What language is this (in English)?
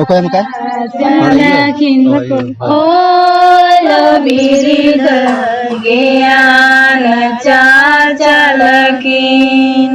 Santali